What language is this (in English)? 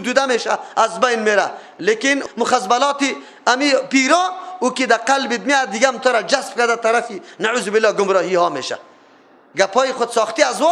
Persian